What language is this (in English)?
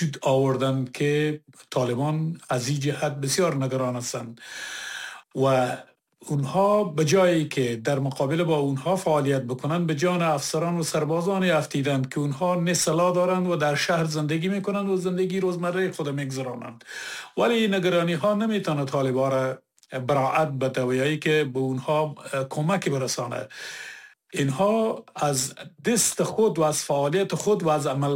Persian